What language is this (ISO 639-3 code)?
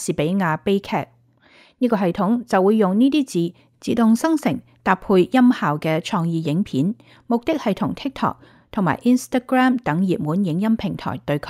yue